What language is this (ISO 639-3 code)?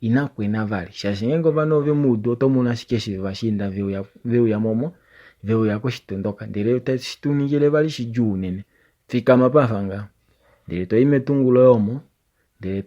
kua